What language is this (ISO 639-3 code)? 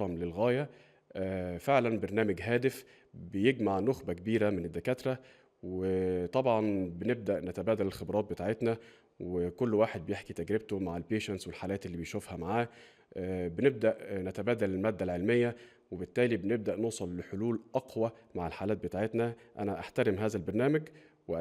arz